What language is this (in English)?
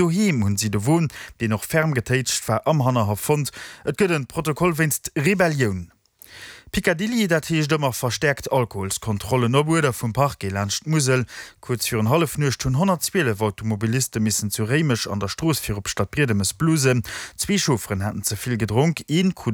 Luxembourgish